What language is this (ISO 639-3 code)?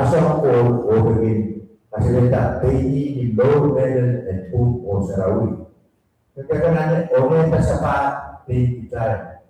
pon